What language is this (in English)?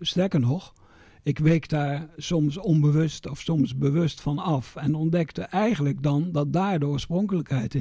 Dutch